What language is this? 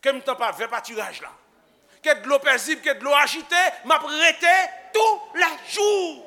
Haitian Creole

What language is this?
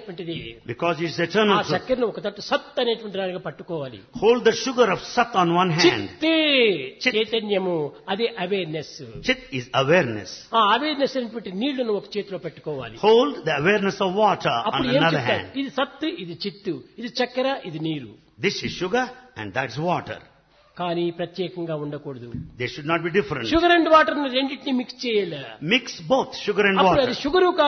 Telugu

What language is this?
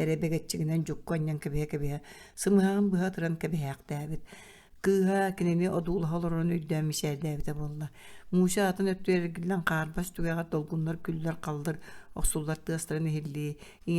Yakut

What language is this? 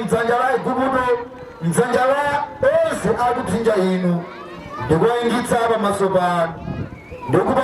Nyanja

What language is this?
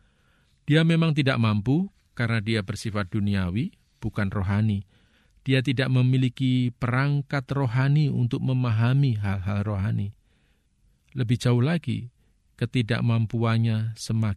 Indonesian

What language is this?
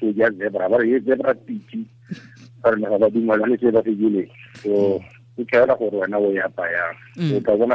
Tswana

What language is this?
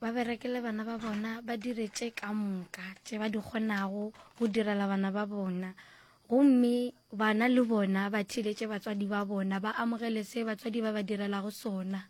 Northern Sotho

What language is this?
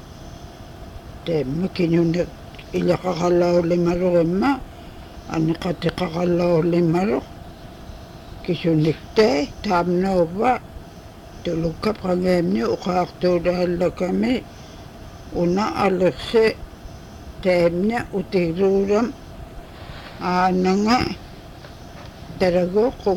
Inupiaq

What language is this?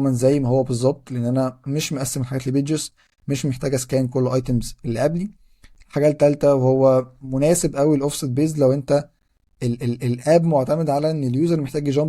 Egyptian Arabic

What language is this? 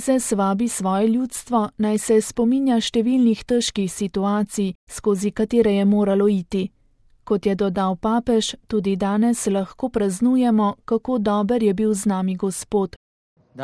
Slovenian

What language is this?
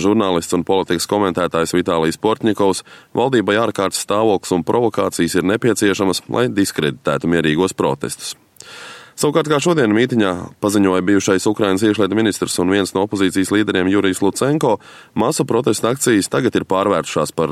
Latvian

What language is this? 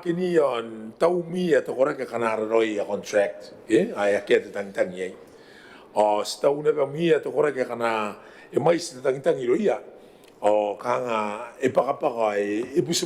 Gilbertese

